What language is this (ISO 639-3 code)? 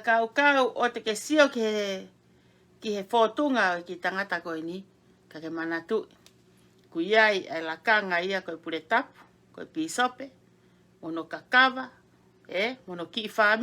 ton